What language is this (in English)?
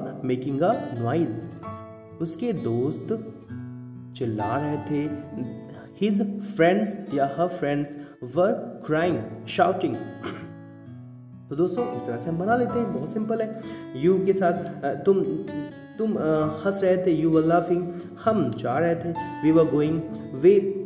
Hindi